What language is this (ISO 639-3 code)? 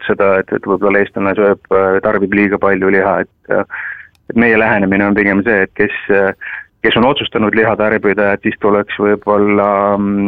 est